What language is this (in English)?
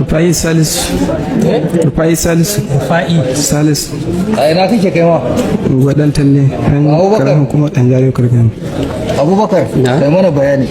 Hausa